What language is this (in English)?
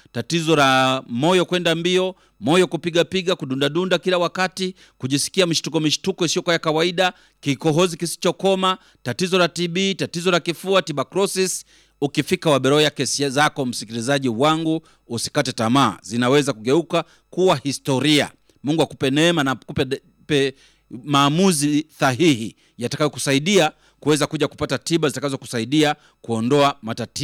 Swahili